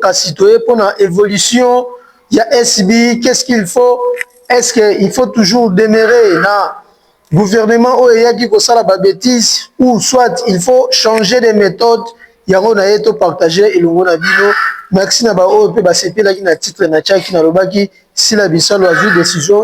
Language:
Lingala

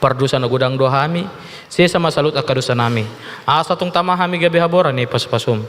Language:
Batak Toba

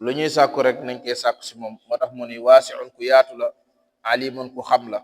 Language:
Wolof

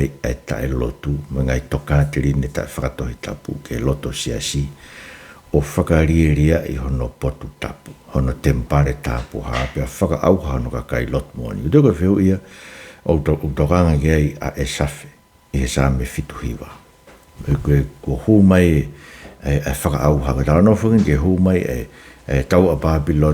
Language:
Tongan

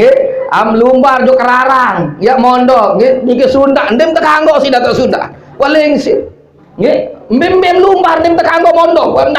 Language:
Sasak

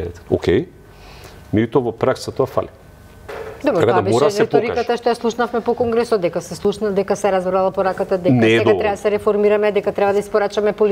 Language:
Macedonian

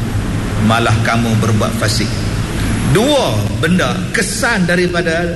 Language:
Malay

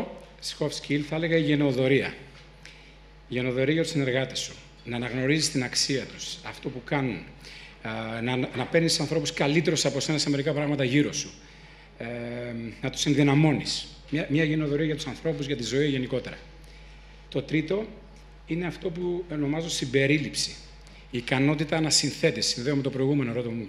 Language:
Greek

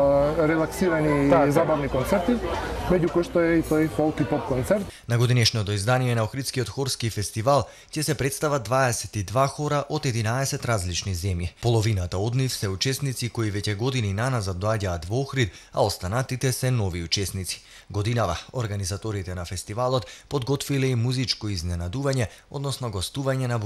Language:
Macedonian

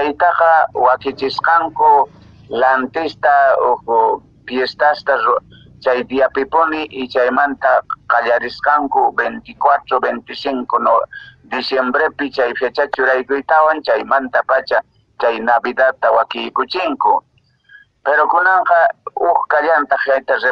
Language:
Quechua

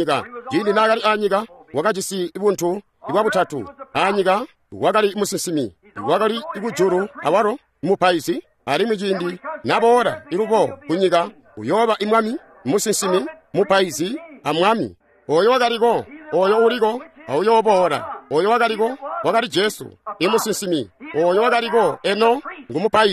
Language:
Tonga (Zambia)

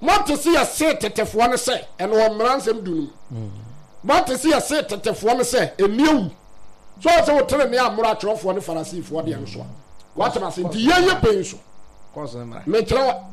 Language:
Akan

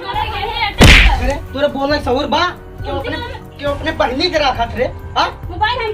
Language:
Awadhi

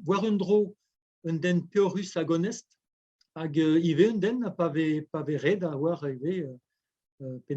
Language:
Breton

